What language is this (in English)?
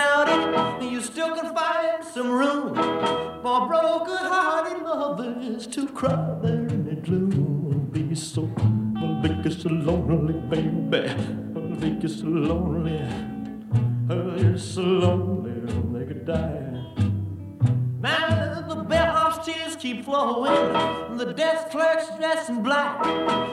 English